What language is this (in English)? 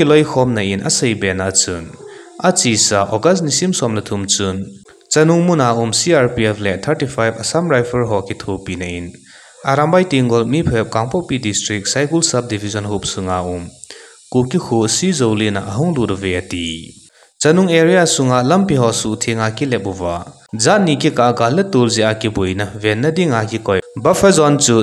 Thado Chin